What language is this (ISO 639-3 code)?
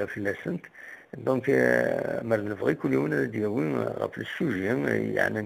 kab